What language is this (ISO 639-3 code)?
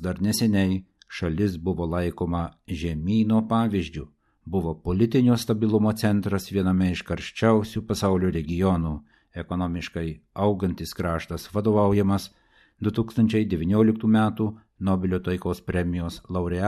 lit